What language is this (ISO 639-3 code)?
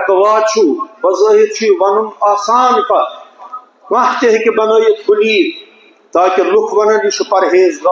kas